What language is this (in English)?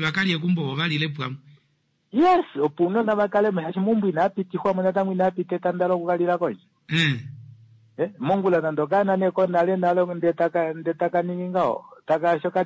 Kuanyama